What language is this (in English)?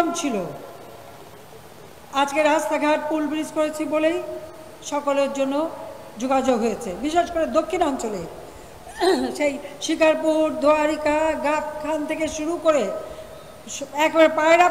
Bangla